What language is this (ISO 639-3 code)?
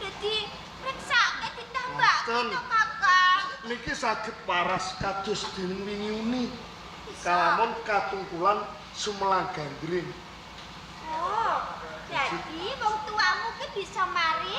jav